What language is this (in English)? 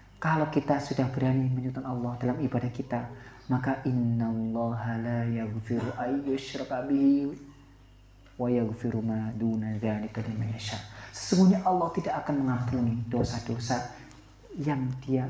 Indonesian